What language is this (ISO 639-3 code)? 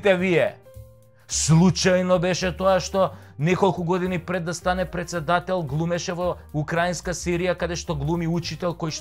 mkd